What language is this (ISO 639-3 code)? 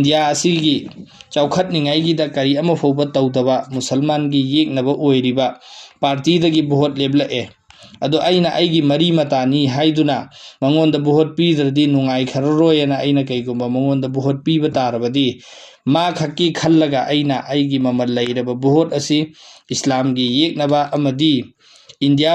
mni